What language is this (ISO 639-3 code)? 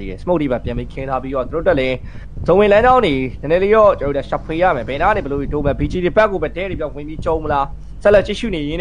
mya